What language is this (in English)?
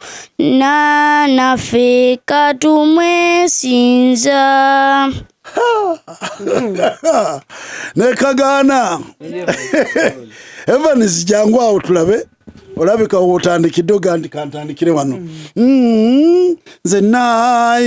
Ganda